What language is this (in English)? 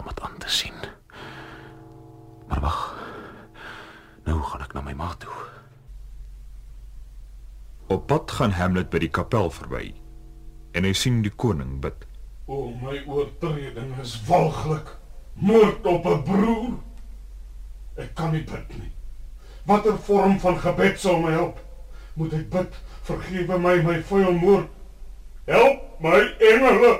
Afrikaans